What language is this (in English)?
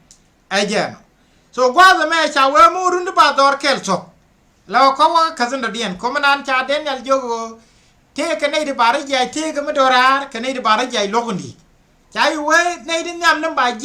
Nuer